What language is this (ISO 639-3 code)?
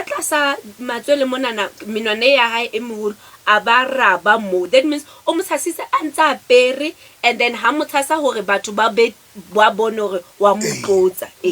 sot